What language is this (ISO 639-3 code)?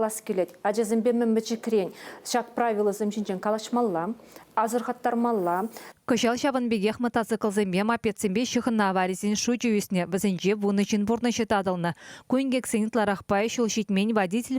chv